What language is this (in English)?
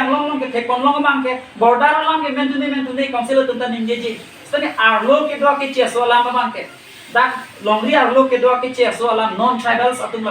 Karbi